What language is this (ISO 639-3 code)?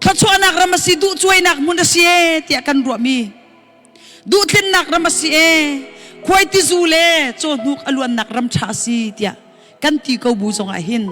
cnh